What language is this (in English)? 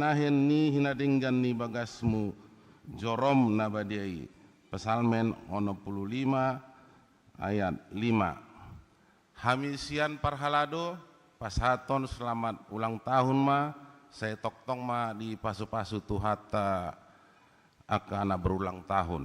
Batak Toba